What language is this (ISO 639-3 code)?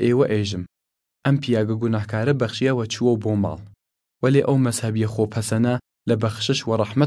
sdh